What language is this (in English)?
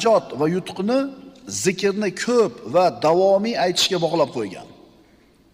Uzbek